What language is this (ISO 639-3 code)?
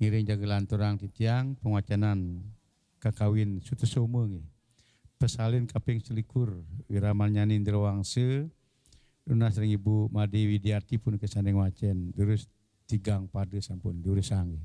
ban